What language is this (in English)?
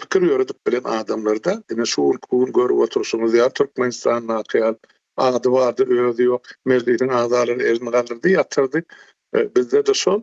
Turkmen